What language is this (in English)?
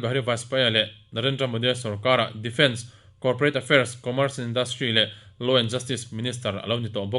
Mizo